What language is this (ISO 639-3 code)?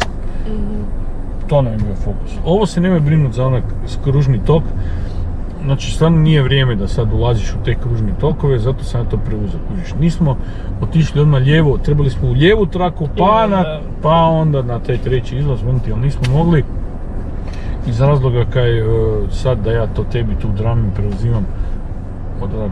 hrv